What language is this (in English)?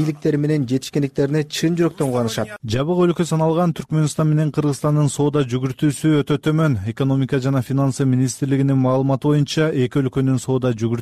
Kyrgyz